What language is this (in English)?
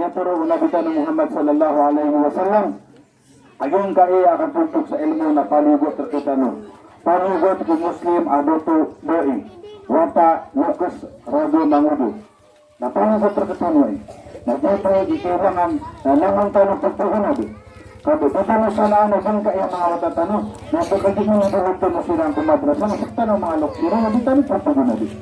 Maranao